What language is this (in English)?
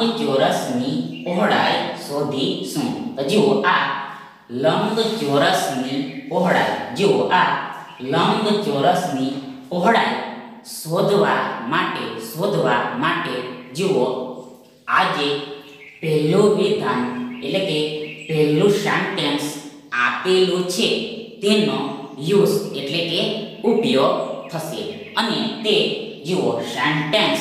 Gujarati